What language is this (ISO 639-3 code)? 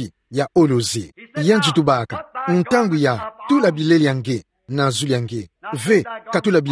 ktu